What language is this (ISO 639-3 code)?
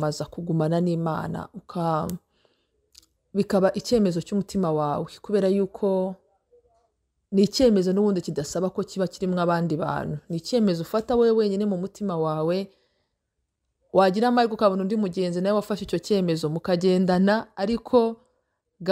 kin